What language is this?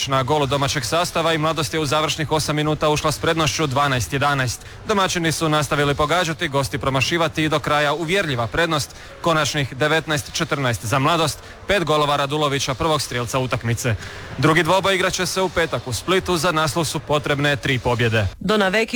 Croatian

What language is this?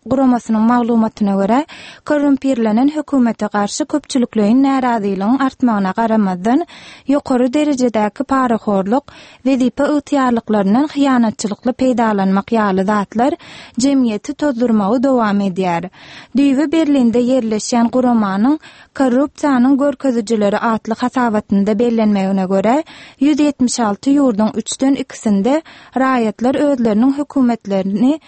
Turkmen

